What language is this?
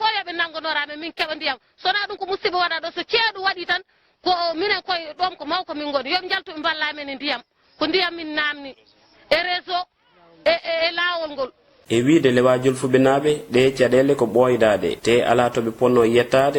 Fula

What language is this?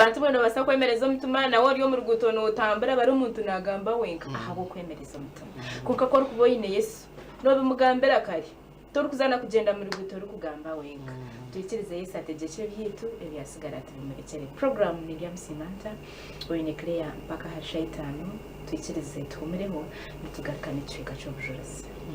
Nyankole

